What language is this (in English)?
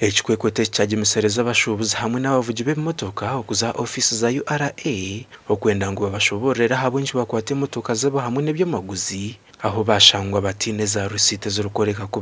Nyankole